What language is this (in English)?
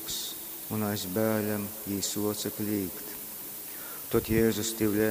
Latgalian